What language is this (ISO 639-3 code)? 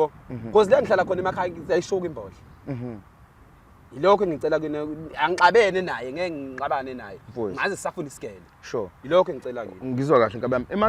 zul